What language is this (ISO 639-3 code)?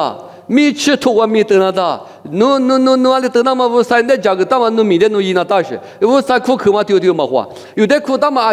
lis